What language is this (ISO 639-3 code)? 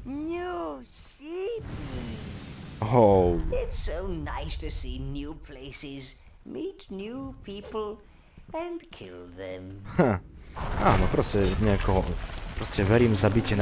slk